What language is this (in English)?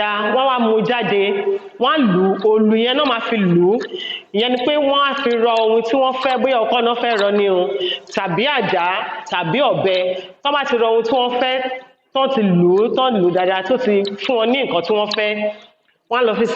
Yoruba